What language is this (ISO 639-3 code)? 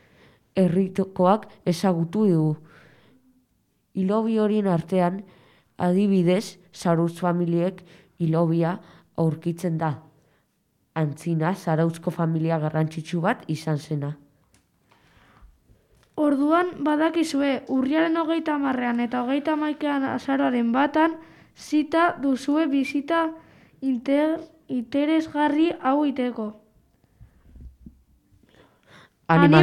eus